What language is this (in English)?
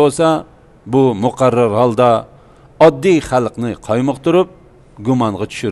Uyghur